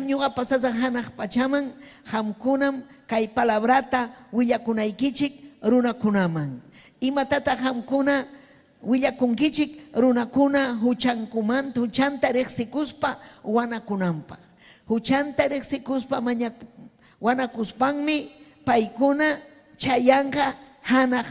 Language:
Ayacucho Quechua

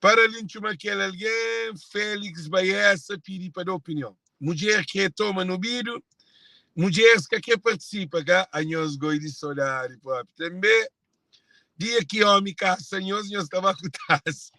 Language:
Kabuverdianu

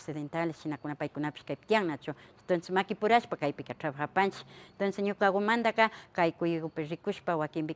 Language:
Imbabura Highland Quichua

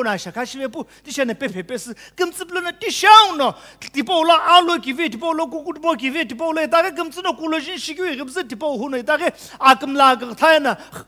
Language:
Sumi Naga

